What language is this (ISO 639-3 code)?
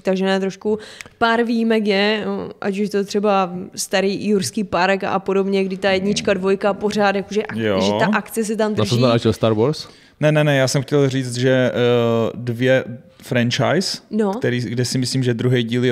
ces